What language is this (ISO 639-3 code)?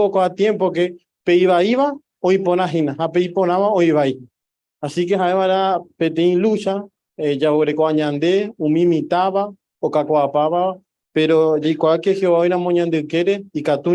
grn